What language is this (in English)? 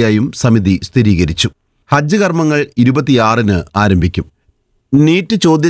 Malayalam